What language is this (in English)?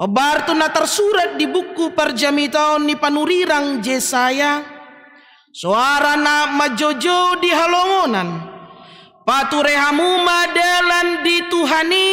Batak Toba